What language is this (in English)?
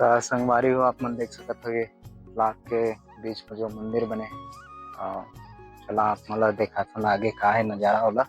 Chhattisgarhi